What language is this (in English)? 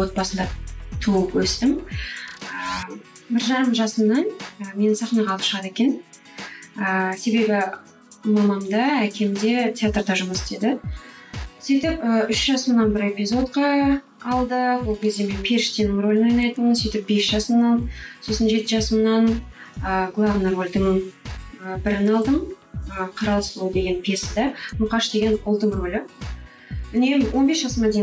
Kazakh